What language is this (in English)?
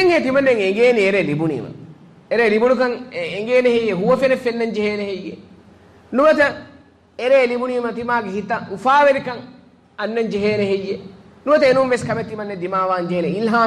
Divehi